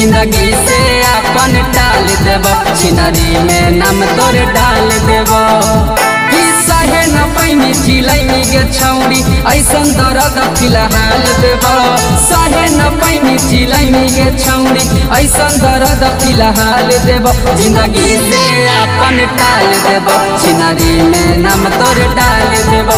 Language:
Magahi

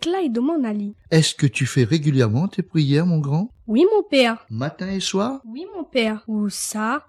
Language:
Réunion Creole French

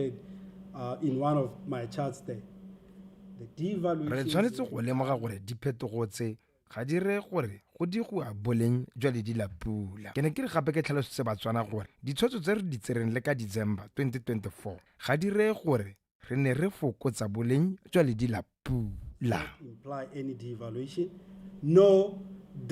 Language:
Tswana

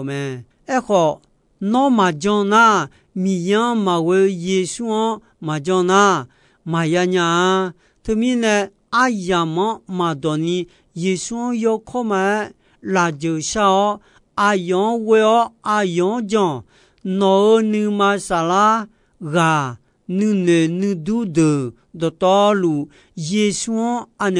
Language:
Akha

